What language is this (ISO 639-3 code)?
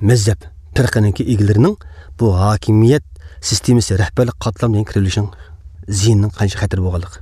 uig